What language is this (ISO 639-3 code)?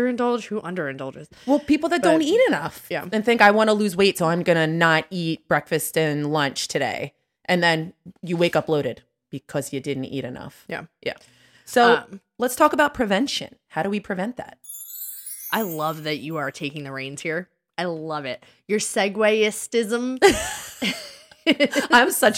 eng